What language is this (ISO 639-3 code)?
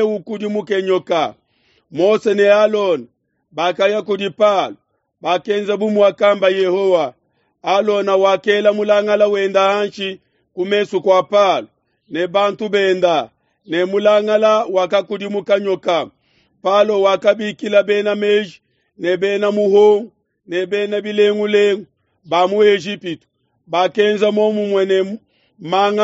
lua